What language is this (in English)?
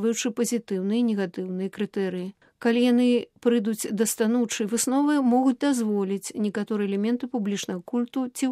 Belarusian